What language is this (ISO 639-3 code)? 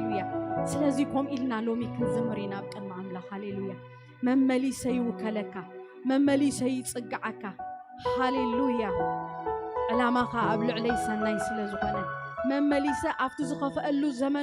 tir